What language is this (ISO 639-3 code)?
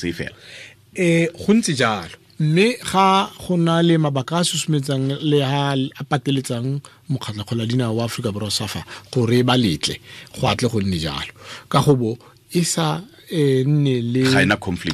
tsn